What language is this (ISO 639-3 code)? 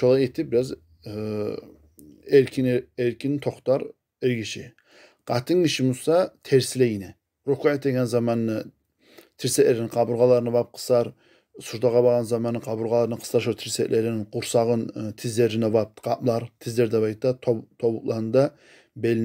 kum